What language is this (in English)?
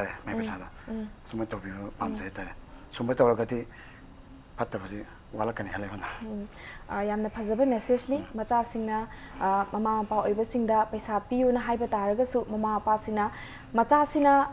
Manipuri